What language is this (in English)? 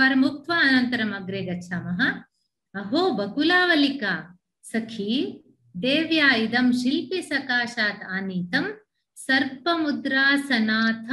Sanskrit